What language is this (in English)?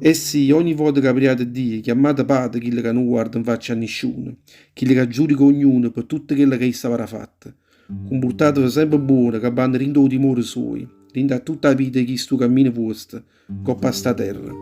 Neapolitan